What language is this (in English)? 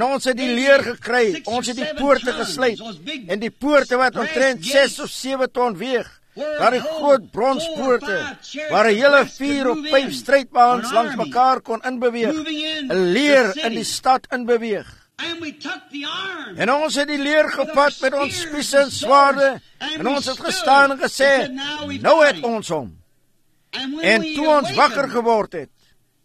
Afrikaans